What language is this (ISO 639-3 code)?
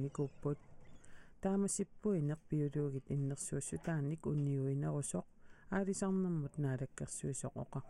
kal